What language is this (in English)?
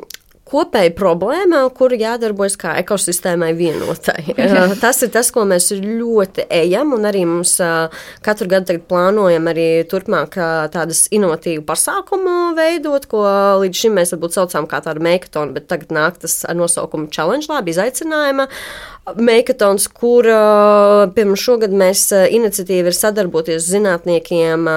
Latvian